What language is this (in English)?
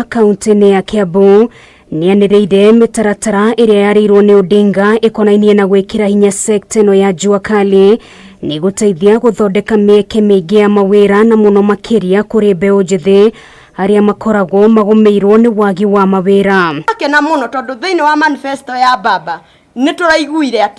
Kikuyu